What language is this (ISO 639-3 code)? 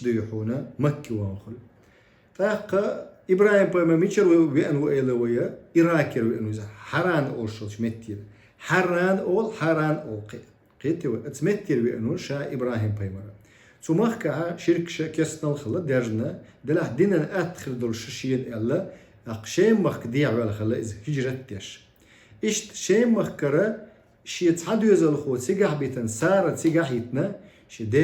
che